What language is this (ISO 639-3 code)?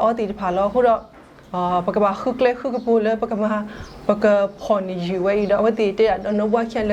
ksw